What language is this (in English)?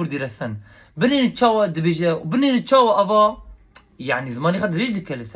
Kurdish